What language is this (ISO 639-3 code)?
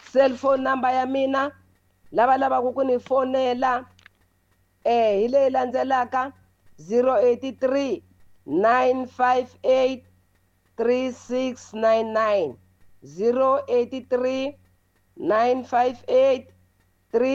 tso